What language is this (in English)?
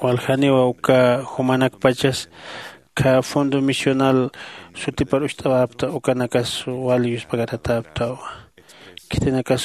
Aymara